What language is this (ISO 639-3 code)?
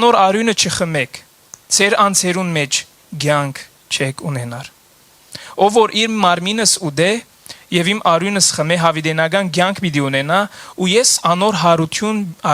hyw